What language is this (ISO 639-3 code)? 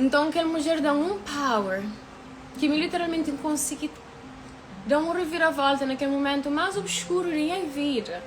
kea